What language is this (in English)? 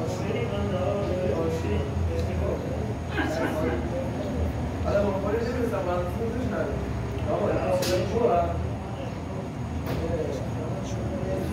Persian